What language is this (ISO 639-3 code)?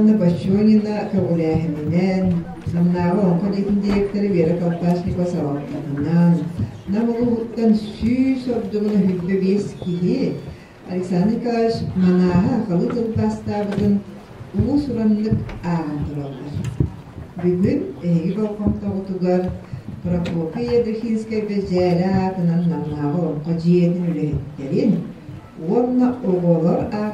sah